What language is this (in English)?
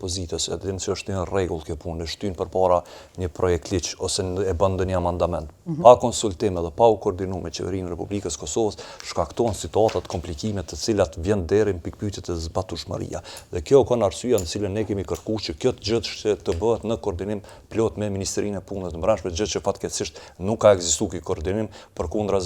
Albanian